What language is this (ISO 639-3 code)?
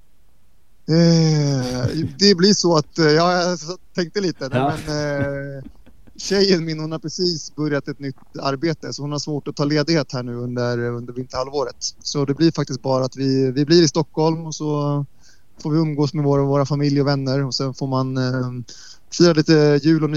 swe